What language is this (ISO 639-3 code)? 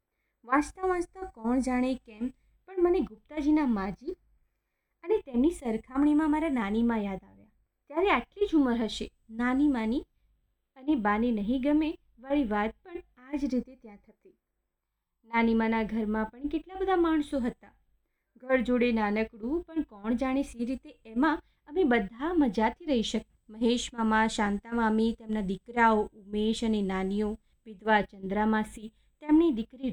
guj